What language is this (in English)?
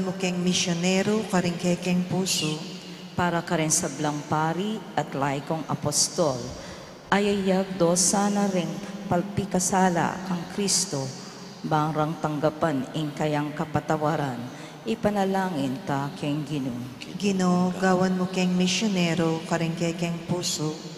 Pampanga